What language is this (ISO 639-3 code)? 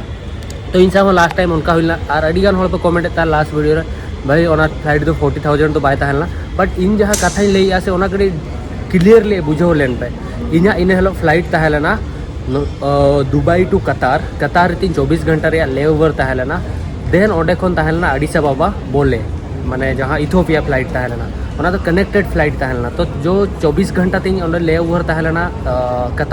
sat